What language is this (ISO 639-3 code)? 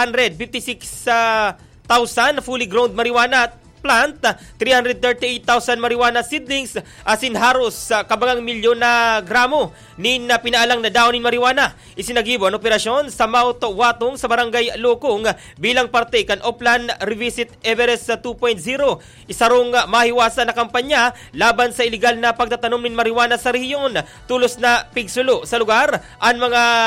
bik